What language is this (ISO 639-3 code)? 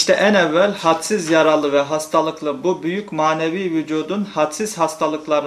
tur